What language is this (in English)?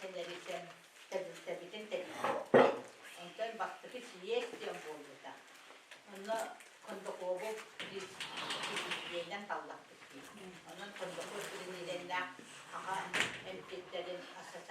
Yakut